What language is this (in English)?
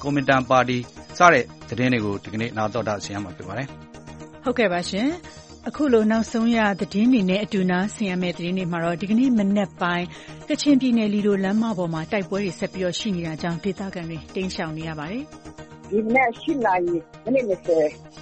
Burmese